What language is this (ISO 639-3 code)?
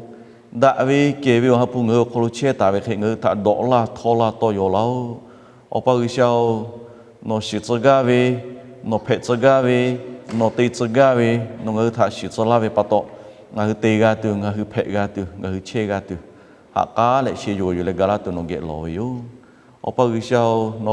lhu